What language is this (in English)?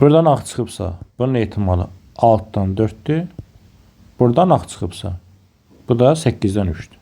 Azerbaijani